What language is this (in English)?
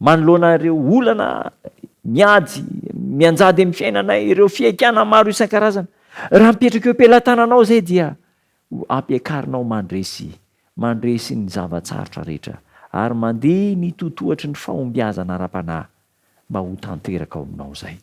Malagasy